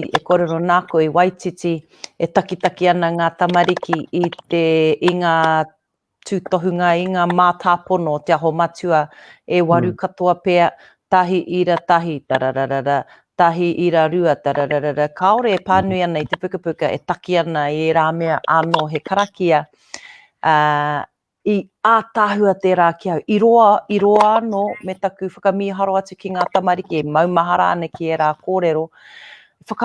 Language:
Māori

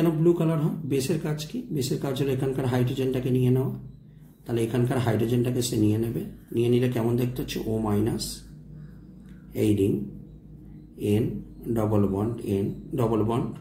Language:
Bangla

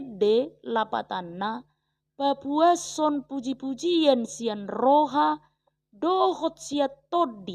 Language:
Batak Toba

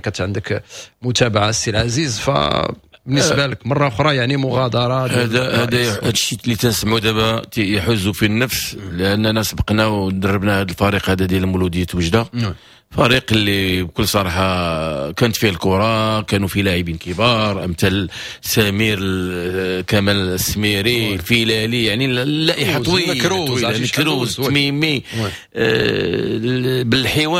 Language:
Moroccan Arabic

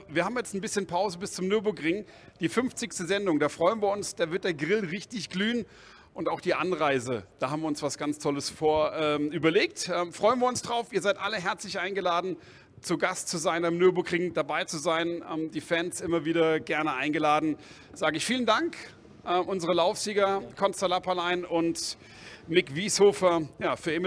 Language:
German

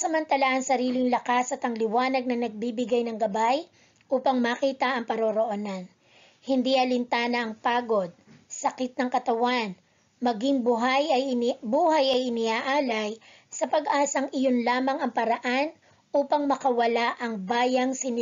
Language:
Filipino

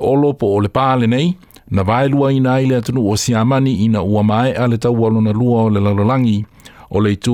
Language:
Samoan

